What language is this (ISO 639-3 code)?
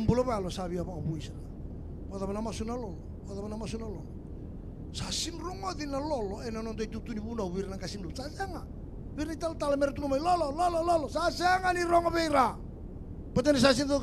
fij